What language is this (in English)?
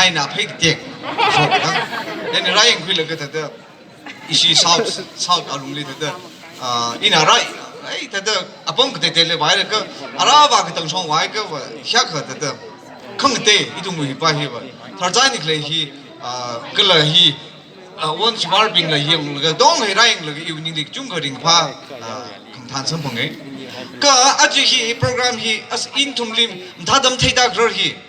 Tangkhul Naga (India)